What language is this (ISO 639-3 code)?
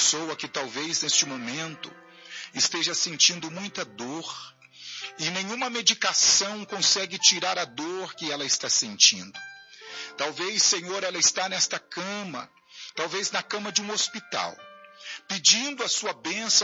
por